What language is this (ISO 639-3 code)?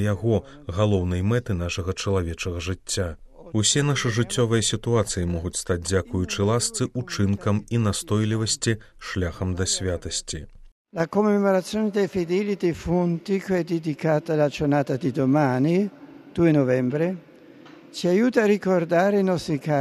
bel